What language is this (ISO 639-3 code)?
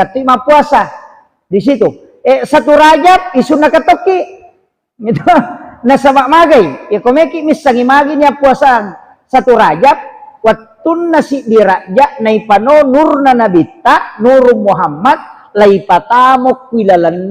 bug